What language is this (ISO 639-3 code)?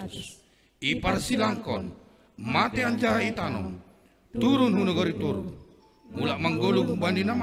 bts